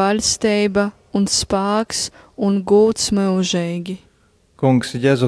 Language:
Latgalian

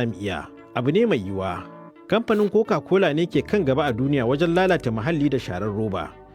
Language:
Hausa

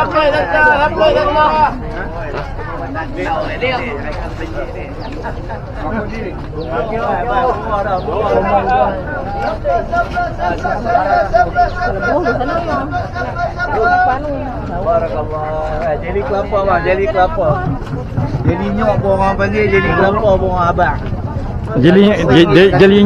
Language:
Malay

